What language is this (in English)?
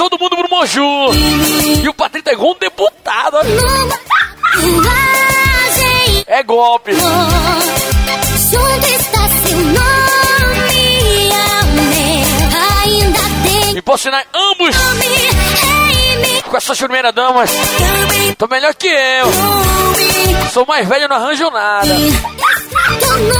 Portuguese